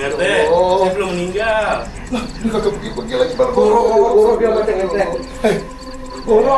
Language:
Betawi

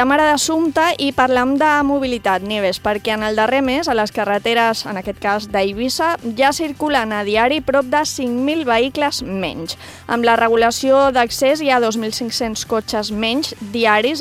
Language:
Catalan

